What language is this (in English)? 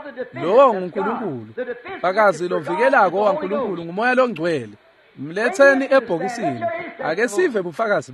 Swati